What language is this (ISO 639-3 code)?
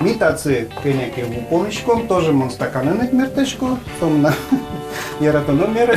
udm